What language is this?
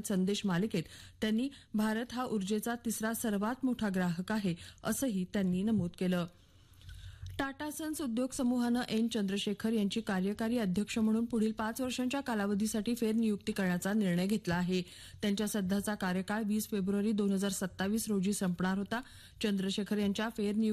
Marathi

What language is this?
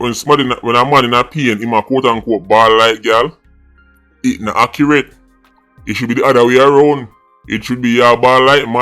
Jamaican Creole English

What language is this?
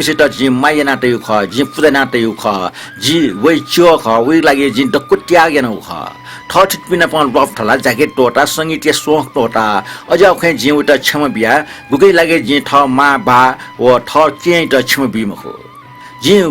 Newari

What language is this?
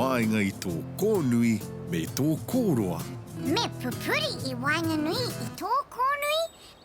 Māori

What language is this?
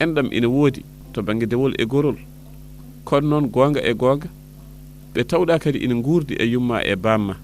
Fula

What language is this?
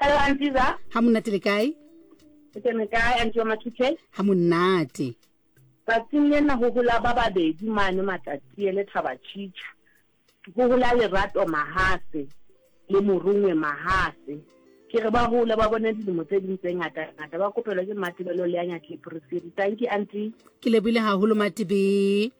Southern Sotho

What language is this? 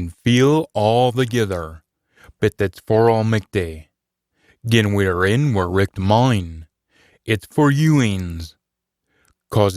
Scots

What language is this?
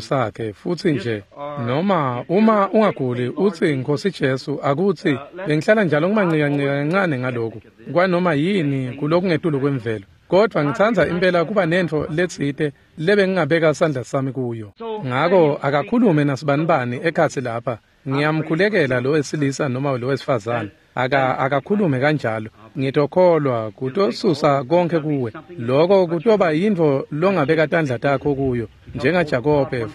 Swati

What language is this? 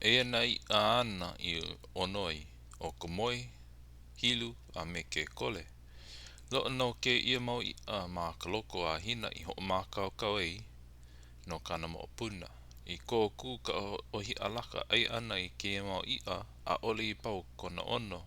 Hawaiian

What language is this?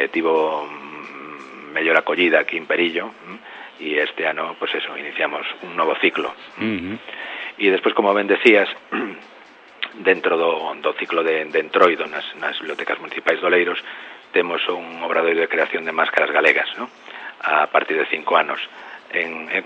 Galician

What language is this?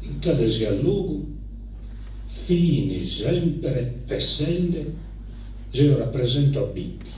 Sardinian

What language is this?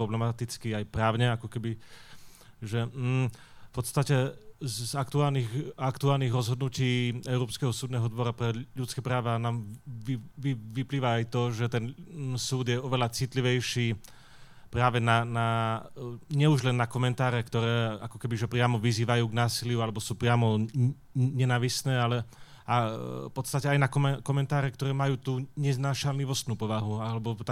Slovak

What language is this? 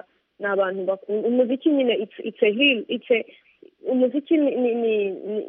Kinyarwanda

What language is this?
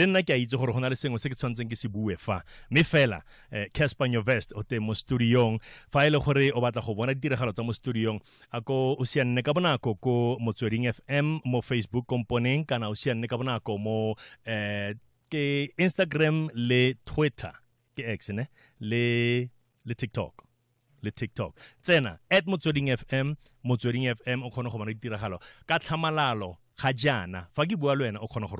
Tswana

